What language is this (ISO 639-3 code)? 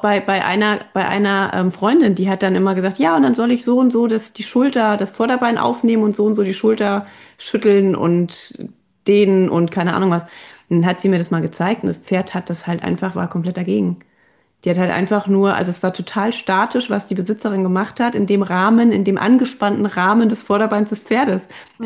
deu